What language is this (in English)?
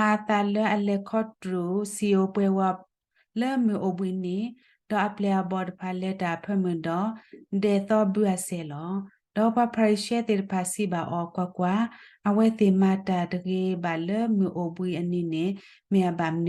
S'gaw Karen